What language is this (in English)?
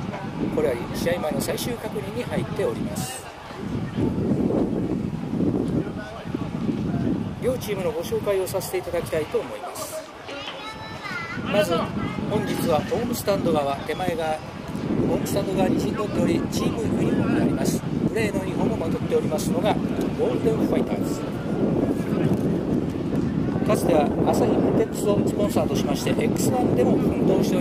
Japanese